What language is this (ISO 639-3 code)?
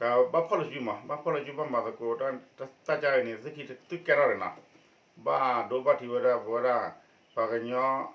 ksw